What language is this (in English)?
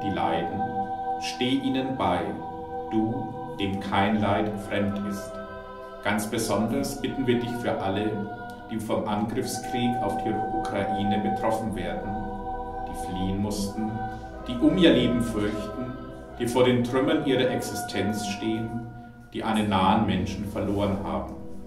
German